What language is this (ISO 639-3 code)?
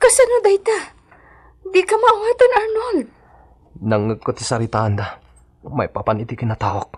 ilo